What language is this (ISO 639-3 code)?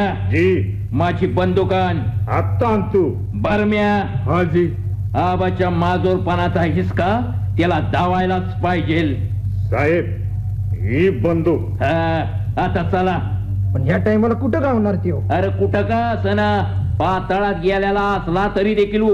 mar